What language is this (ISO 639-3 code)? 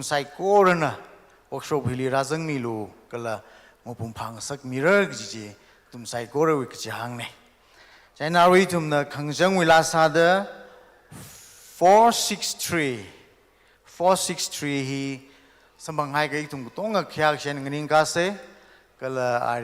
nmf